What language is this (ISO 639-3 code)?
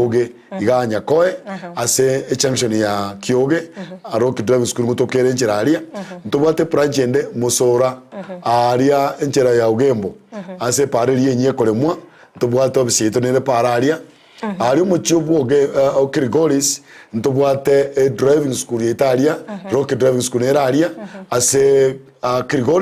guz